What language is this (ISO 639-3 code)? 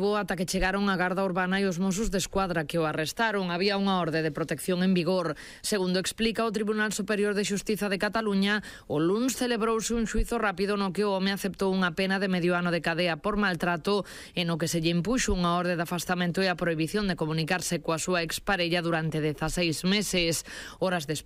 glg